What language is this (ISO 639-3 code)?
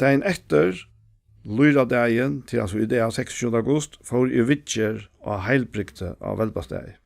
fao